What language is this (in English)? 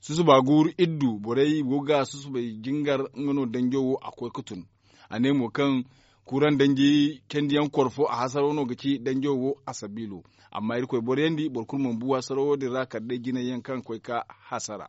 Zarma